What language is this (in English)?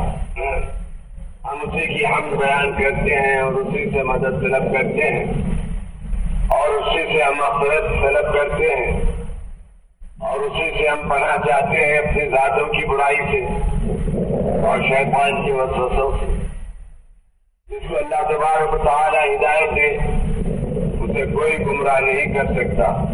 Urdu